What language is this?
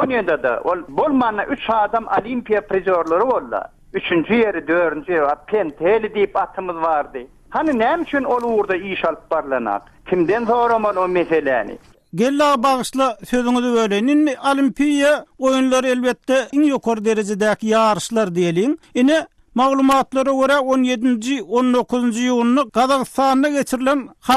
Turkmen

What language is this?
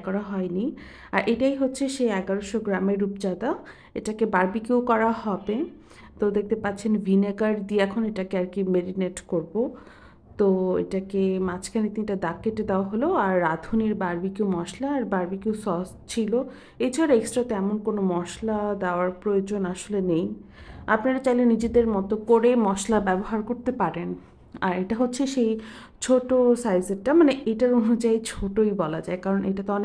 Bangla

